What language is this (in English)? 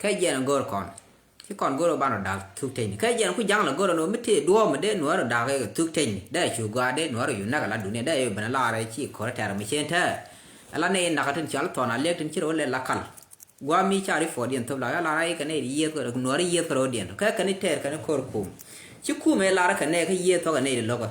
Nuer